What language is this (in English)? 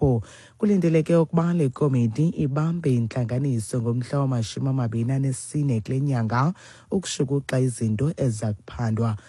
Xhosa